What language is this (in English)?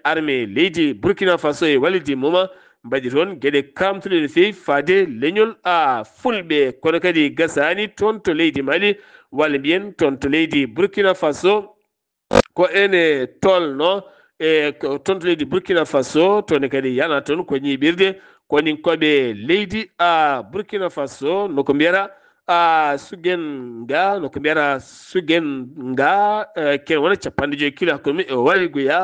Fula